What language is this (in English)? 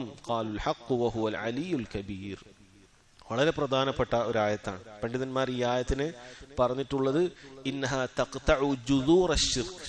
Malayalam